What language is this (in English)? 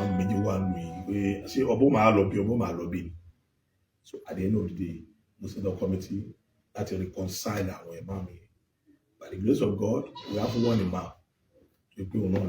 Yoruba